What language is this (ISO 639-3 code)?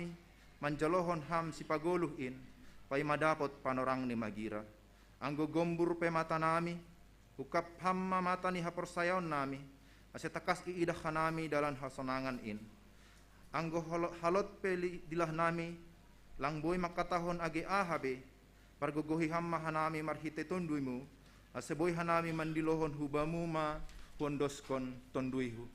bts